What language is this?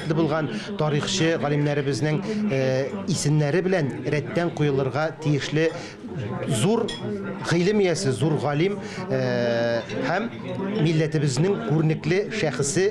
Tatar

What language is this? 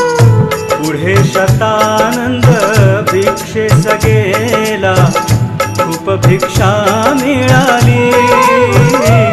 Marathi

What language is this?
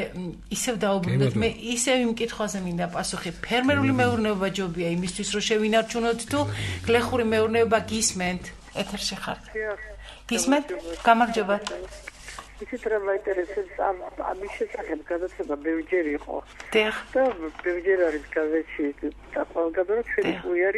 Georgian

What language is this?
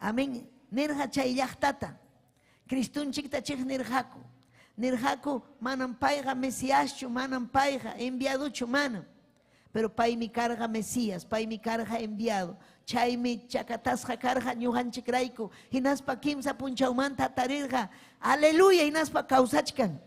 Ayacucho Quechua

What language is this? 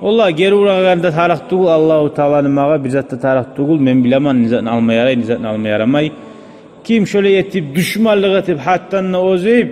Kumyk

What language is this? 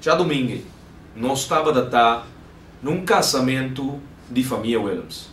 Papiamento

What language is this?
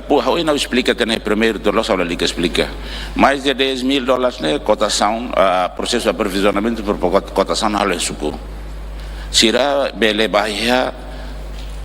Tetum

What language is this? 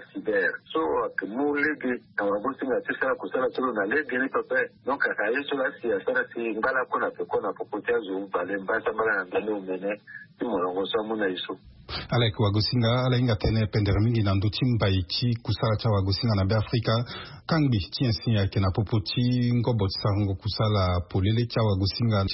Sango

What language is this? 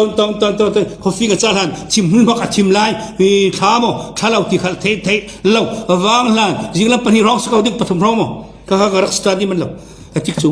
Falam Chin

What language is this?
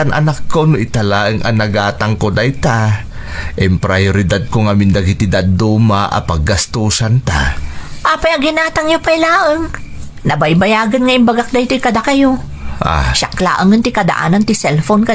Iloko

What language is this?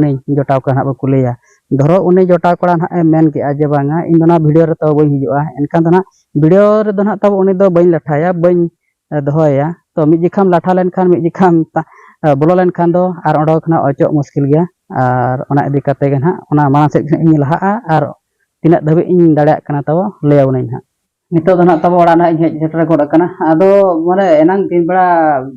Santali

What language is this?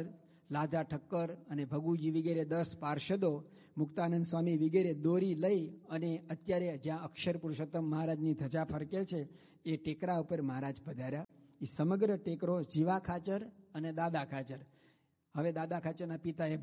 Gujarati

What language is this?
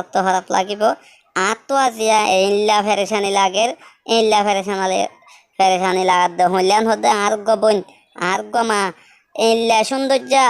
Rohingya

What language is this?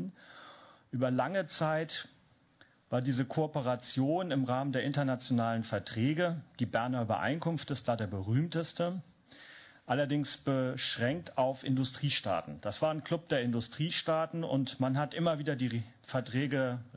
German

